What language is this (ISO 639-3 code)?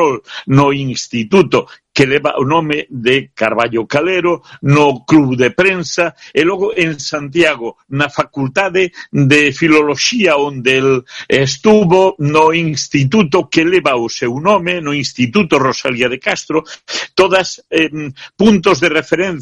glg